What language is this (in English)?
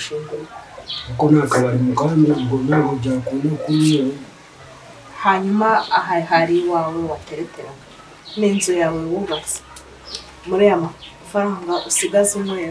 Kinyarwanda